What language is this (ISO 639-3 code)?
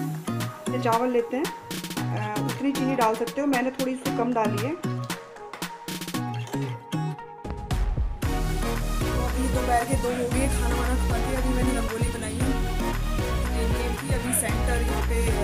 hin